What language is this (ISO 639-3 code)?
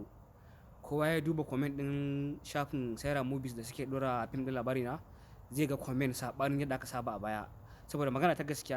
hau